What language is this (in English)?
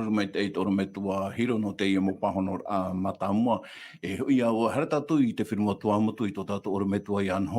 Tahitian